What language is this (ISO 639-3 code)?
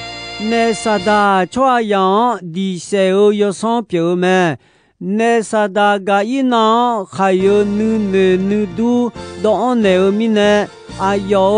ahk